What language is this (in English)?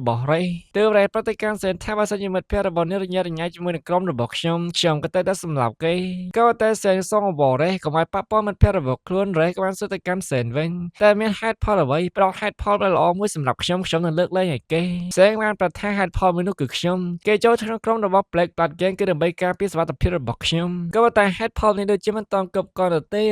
Khmer